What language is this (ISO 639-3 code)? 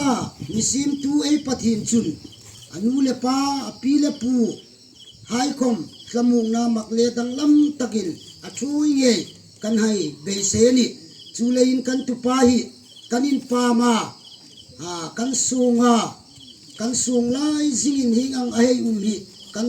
hmr